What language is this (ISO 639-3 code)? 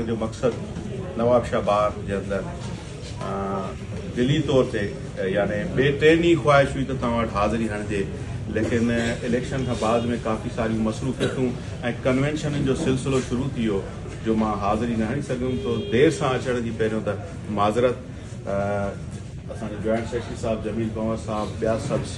snd